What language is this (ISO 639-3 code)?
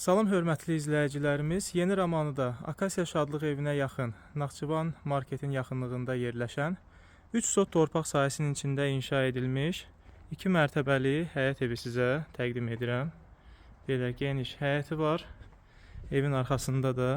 aze